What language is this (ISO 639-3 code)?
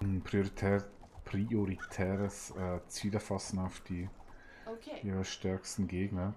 gsw